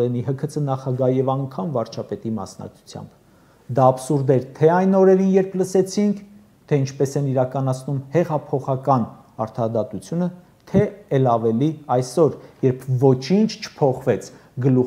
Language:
Armenian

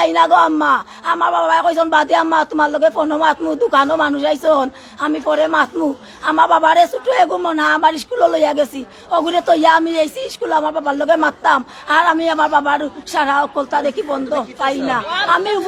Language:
Sylheti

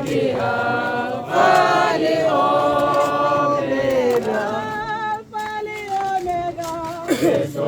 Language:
Tswana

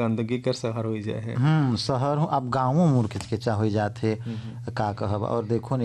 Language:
Bhojpuri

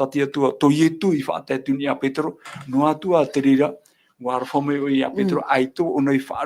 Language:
Tahitian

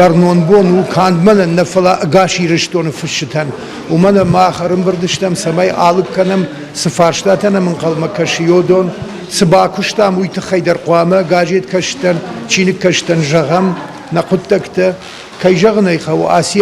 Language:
Ossetic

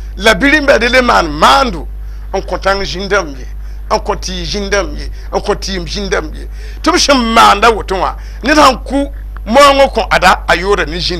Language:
Mossi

